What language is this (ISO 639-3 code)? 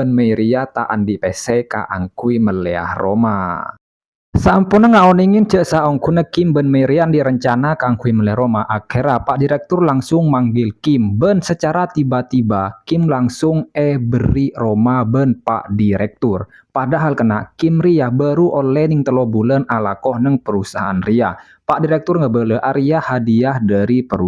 mad